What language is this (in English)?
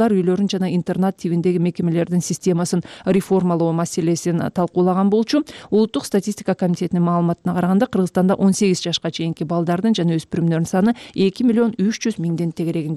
Kyrgyz